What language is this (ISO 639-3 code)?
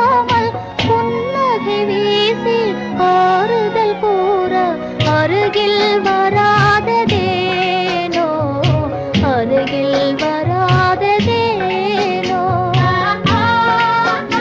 tam